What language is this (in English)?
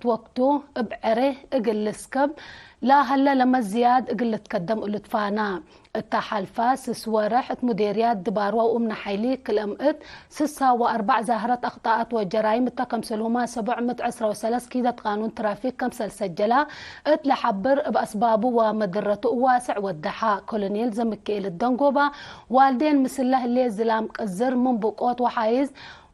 Tigre